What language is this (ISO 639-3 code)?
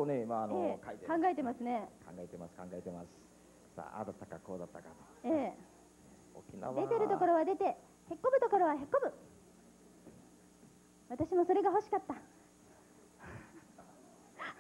jpn